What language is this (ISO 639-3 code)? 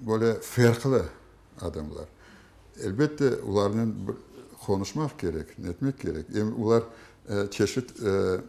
crh